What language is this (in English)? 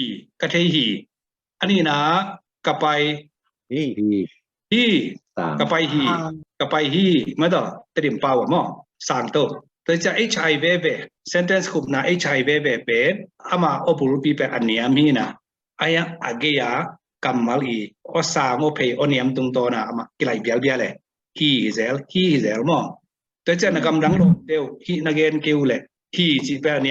Tedim Chin